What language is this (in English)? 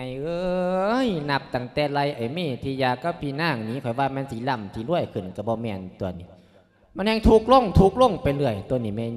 Lao